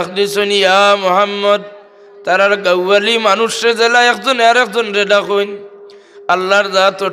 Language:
Sylheti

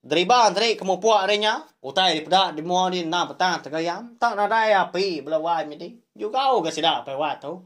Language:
Iban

